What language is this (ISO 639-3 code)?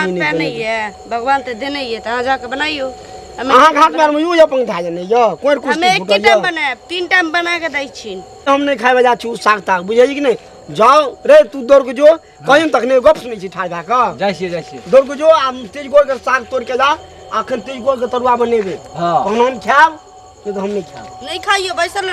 mai